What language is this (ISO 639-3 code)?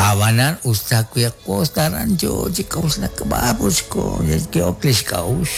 kek